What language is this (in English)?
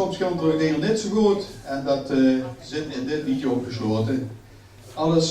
Limburgish